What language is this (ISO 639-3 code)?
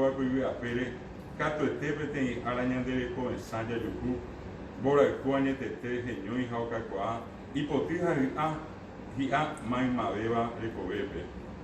grn